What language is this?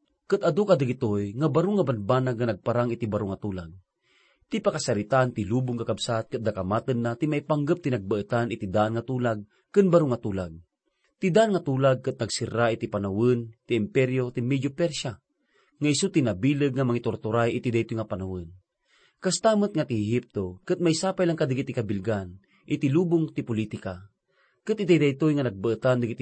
Iloko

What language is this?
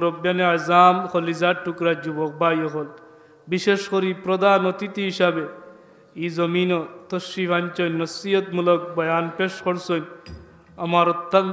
Sylheti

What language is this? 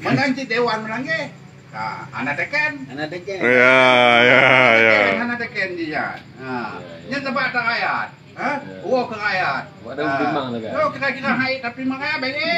Achinese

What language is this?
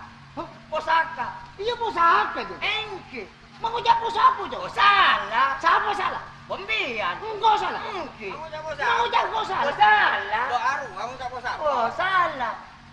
Madurese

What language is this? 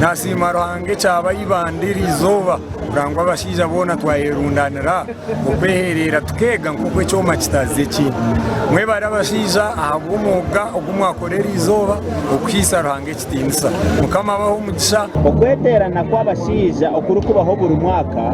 Nyankole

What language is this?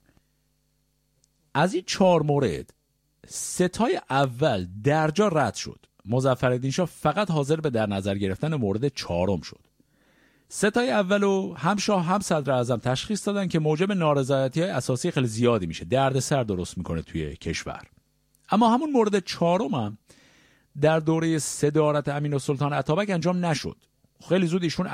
Persian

